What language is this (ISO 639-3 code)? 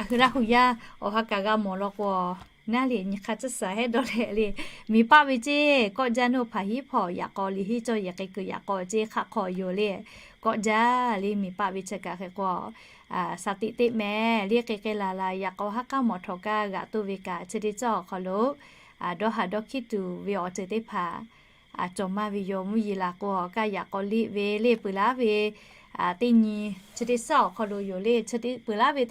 lhu